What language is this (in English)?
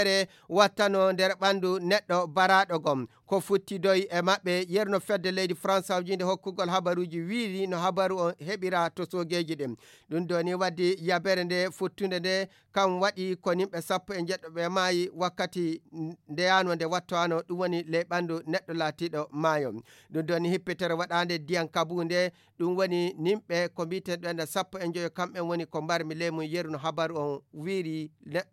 Fula